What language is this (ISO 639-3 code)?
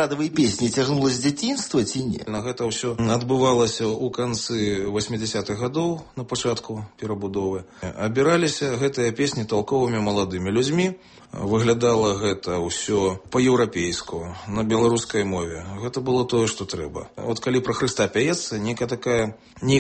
bel